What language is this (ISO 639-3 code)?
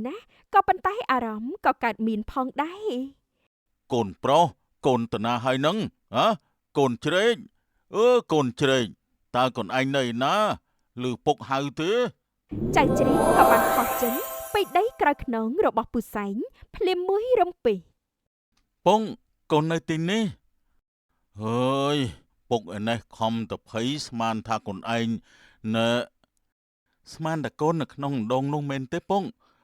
khm